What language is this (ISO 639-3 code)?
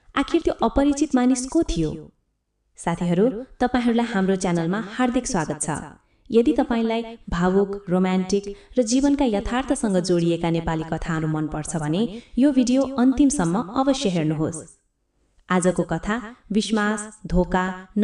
nep